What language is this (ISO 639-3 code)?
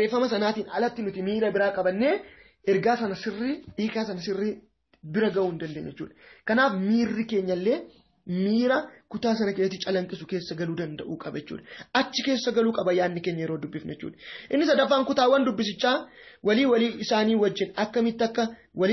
orm